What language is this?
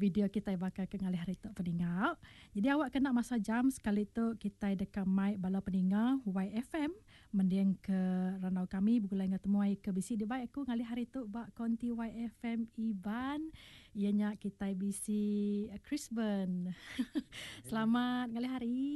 Iban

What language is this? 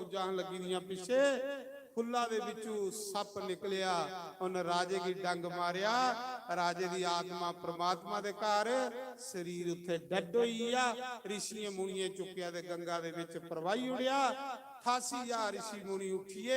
Dogri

